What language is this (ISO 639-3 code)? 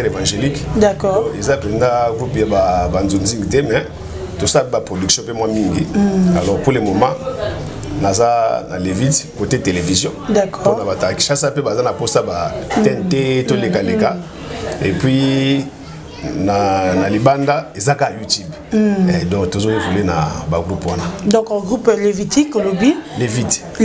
lin